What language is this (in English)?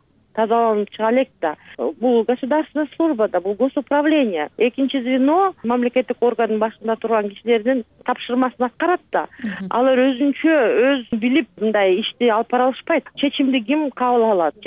Kyrgyz